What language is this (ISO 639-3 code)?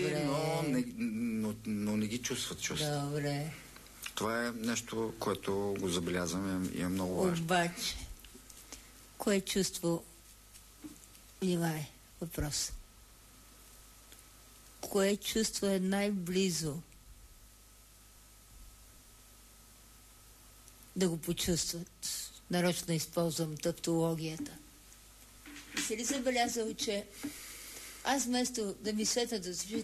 bul